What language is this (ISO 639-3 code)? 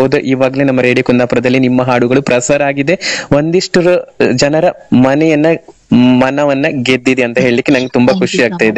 kan